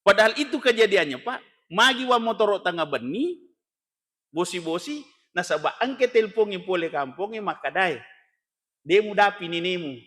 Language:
Buginese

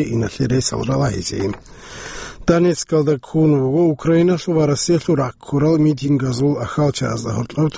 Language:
Avaric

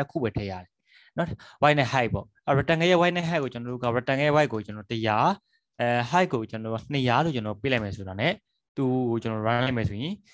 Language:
Burmese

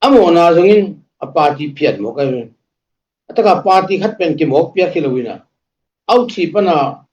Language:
Tedim Chin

